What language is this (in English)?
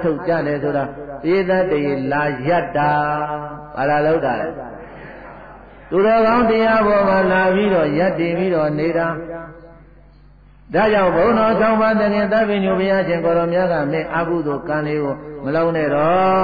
Burmese